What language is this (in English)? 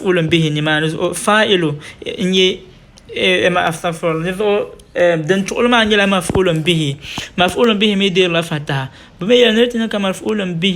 Dagbani